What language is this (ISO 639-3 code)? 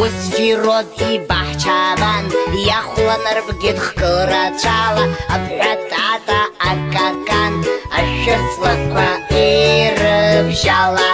abk